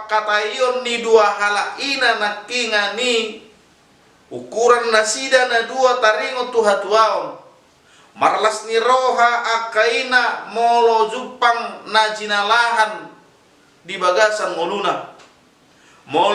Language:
Batak Toba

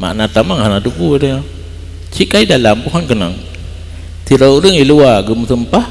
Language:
Achinese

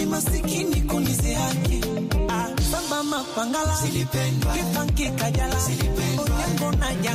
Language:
Swahili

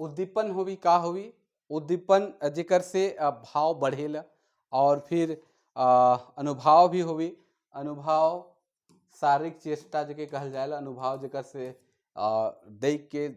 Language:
Sadri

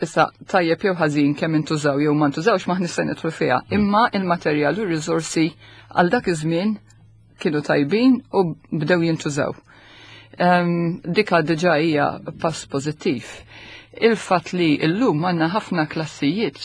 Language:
Maltese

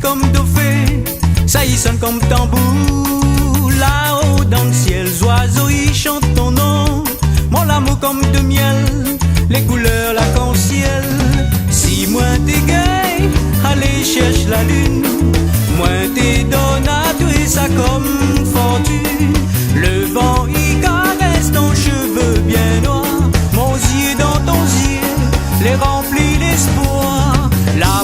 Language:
Réunion Creole French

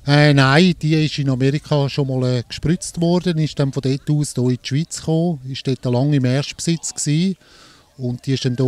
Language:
Swiss German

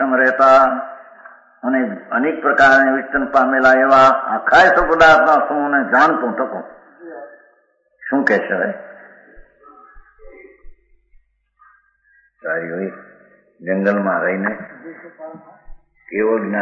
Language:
Gujarati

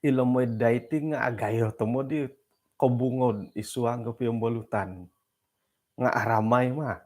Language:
Central Dusun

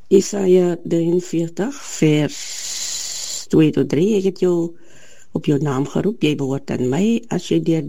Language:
Afrikaans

